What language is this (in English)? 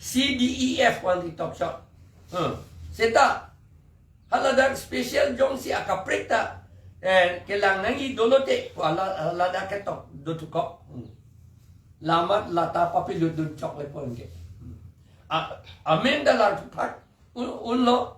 Karbi